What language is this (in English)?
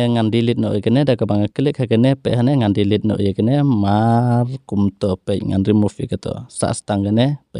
Khasi